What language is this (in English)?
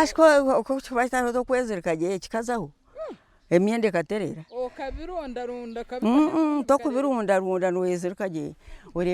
Nyankole